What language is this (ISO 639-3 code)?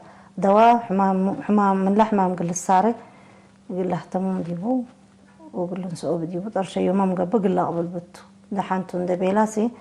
tig